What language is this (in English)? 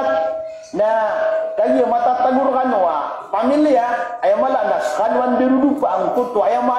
Maranao